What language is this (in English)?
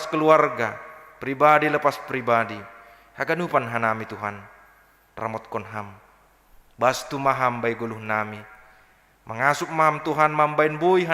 Batak Simalungun